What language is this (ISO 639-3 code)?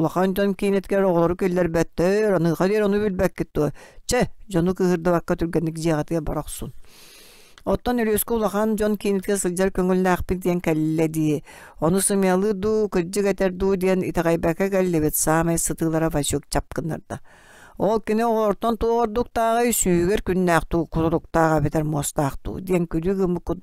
sah